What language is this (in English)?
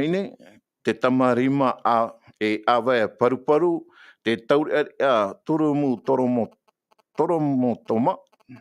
Tahitian